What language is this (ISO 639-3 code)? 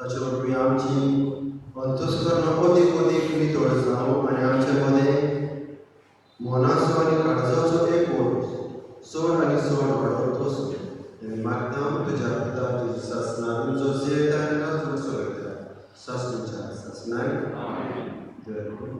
kok